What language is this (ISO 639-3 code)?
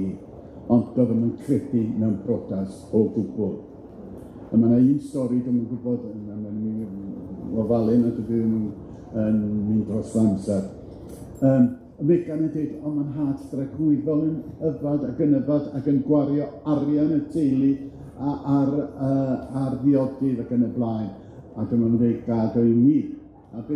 cym